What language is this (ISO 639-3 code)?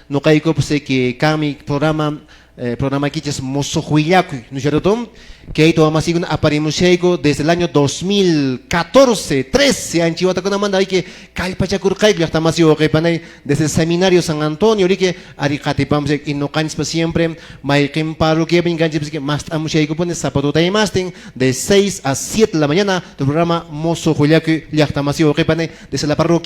que